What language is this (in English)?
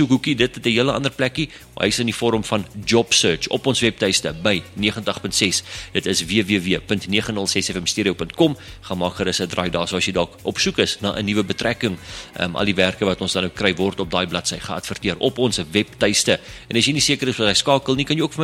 Afrikaans